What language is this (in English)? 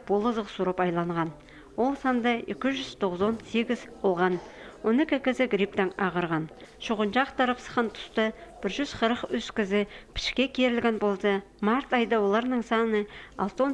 Khakas